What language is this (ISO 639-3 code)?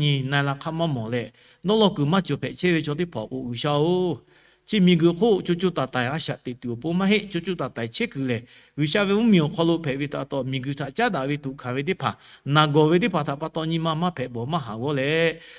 lhu